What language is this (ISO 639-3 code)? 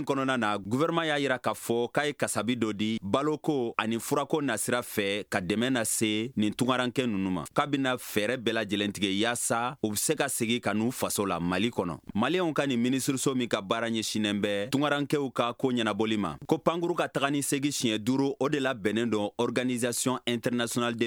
bam